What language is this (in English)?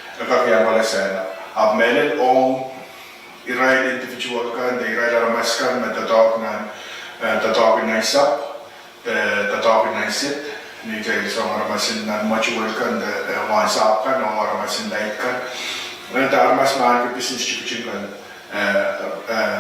Pohnpeian